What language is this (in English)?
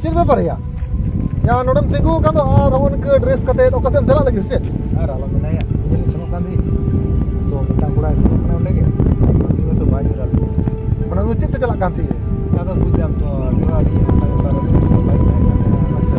Santali